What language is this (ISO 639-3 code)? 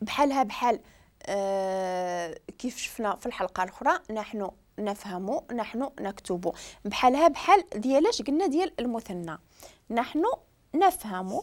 ary